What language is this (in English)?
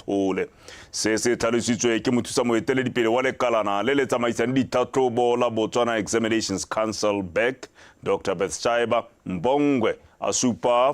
Tswana